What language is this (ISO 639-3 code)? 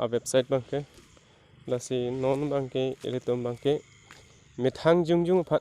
mjw